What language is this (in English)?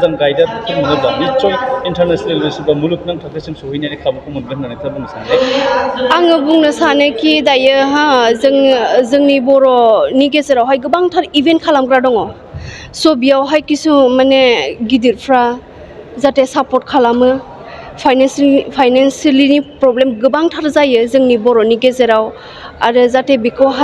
Bodo